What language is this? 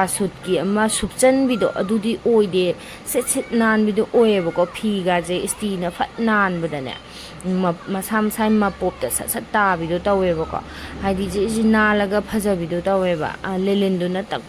Manipuri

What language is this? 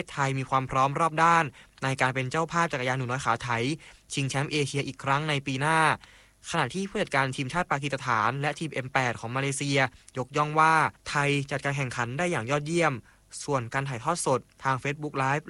Thai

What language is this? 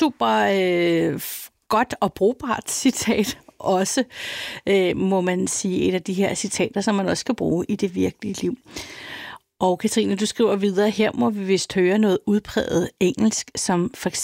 Danish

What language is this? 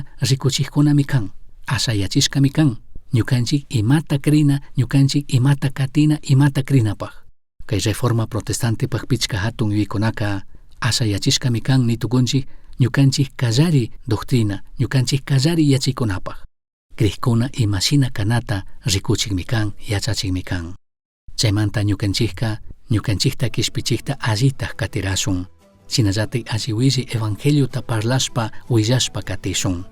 Chimborazo Highland Quichua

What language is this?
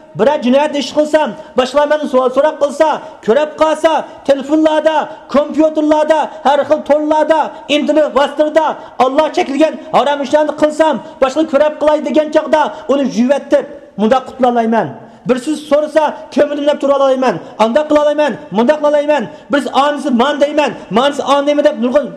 Uyghur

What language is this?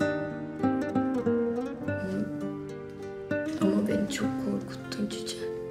Turkish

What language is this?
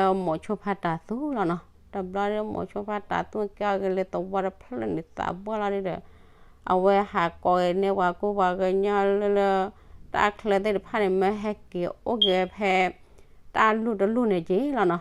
S'gaw Karen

